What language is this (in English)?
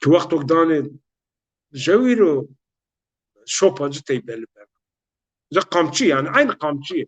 Zaza